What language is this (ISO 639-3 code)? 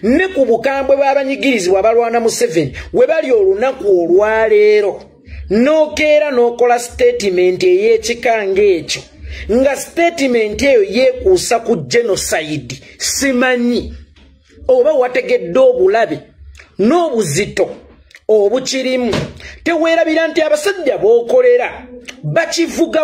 lug